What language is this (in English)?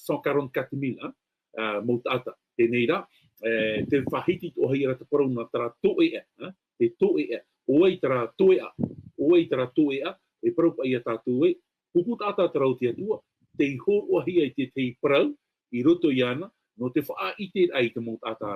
Tahitian